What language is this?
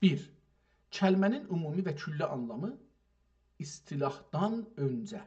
South Azerbaijani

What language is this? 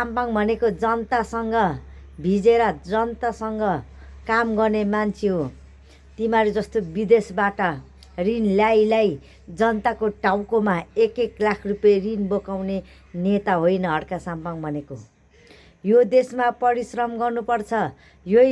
Nepali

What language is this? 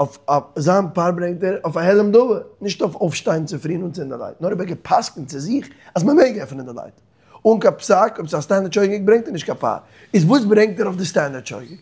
Yiddish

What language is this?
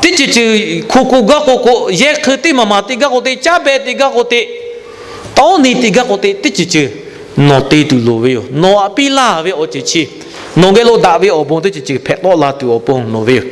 Lahu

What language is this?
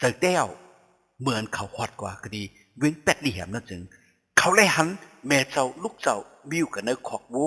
Shan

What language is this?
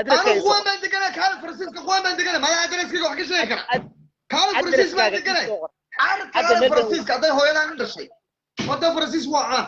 Somali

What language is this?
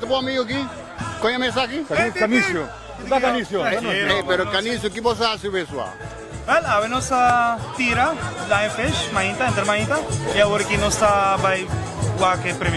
Papiamento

